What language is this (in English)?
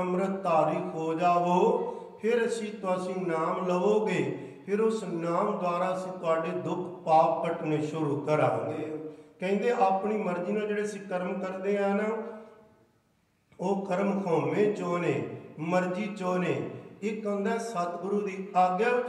Punjabi